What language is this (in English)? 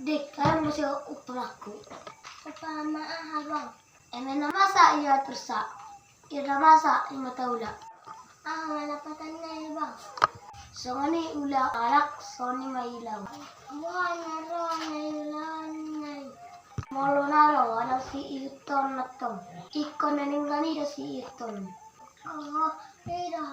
Batak Toba